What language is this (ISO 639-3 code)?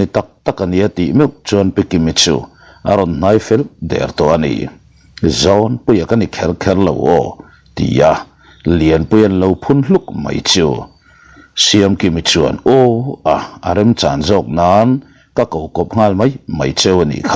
lus